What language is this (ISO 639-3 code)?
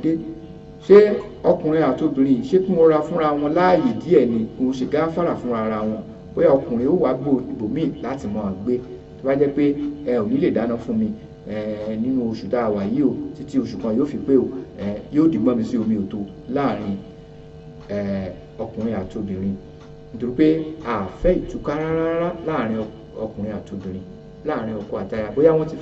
yor